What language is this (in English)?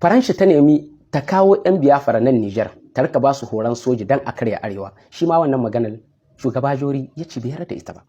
Hausa